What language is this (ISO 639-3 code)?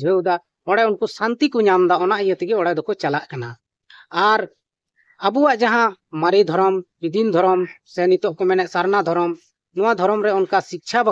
sat